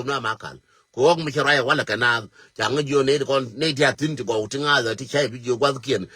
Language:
Nuer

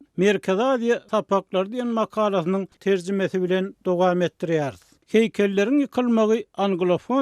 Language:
Turkmen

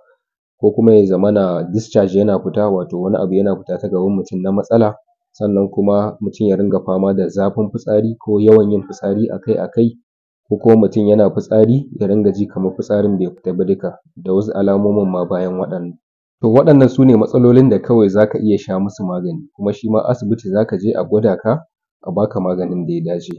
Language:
Hausa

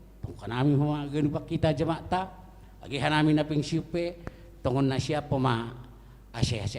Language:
Batak Simalungun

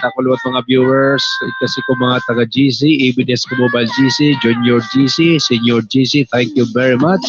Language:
Waray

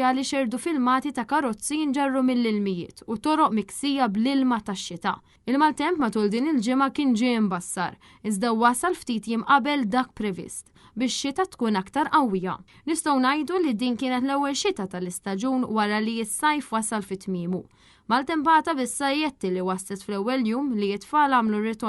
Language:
Maltese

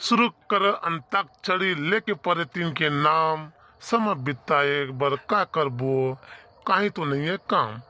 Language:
Chhattisgarhi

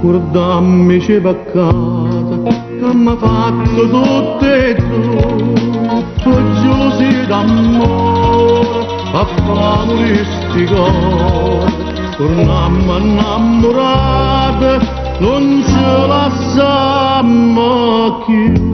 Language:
Neapolitan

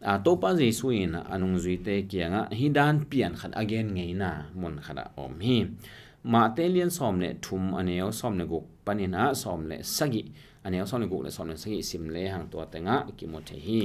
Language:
Tedim Chin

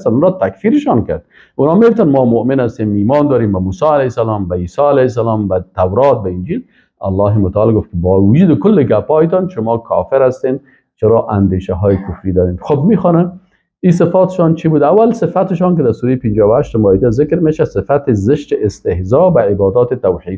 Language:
Persian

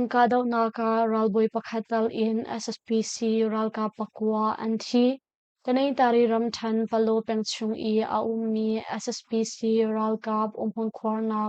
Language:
Hakha Chin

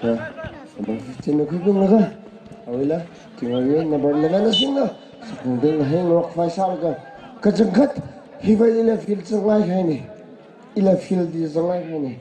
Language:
Tangkhul Naga (India)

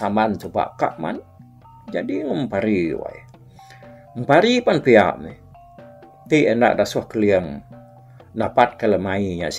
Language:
Iban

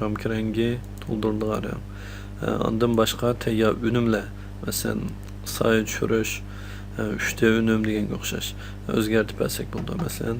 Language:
Uyghur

